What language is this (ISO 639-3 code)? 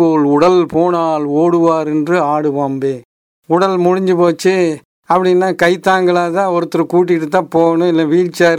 tam